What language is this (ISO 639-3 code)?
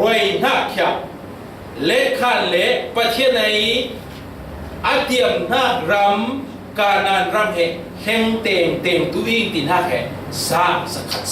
cfm